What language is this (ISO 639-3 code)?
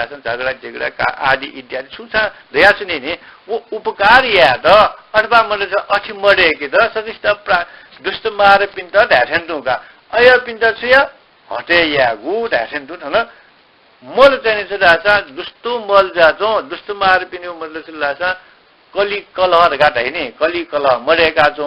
new